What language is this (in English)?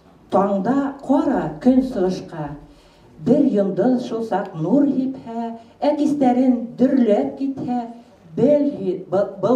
Bashkir